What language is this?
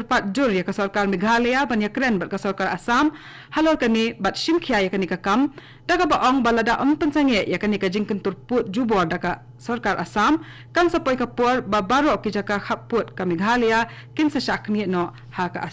Khasi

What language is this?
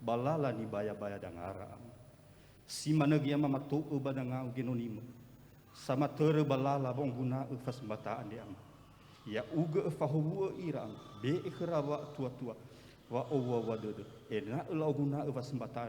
Nias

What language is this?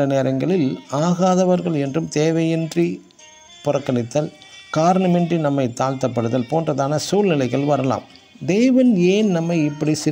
Tamil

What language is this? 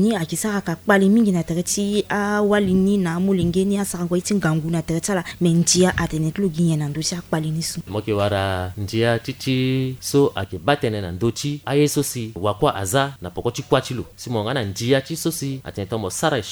Sango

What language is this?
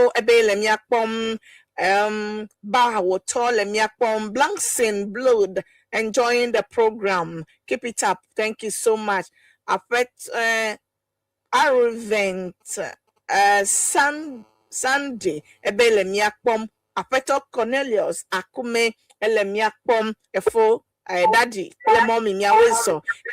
Ewe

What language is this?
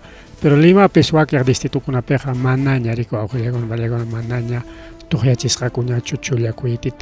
Ayacucho Quechua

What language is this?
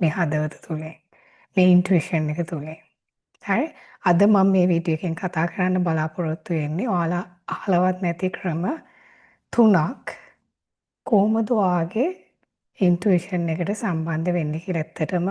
Sinhala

